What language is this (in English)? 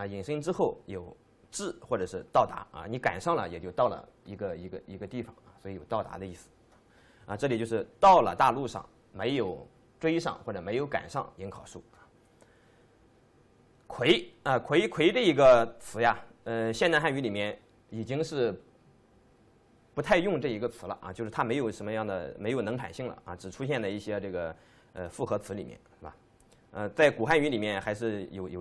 Chinese